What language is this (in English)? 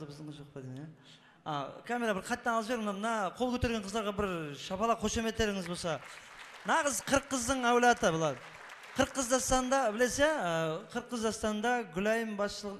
Kara-Kalpak